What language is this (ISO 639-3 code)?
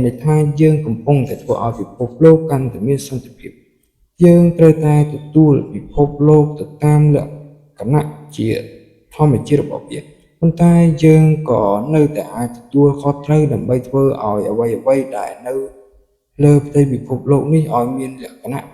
khm